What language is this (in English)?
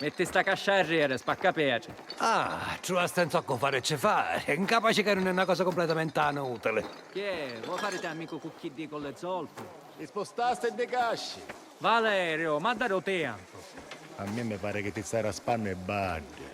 Sicilian